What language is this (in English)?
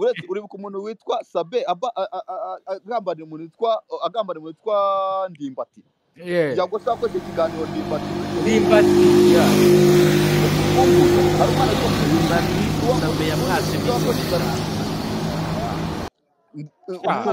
Kinyarwanda